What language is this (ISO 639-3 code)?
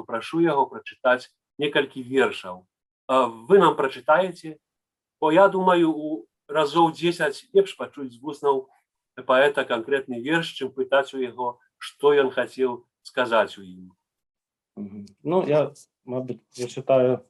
bel